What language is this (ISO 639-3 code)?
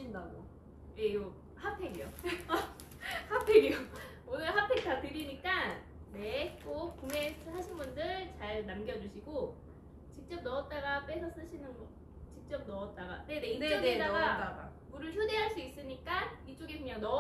kor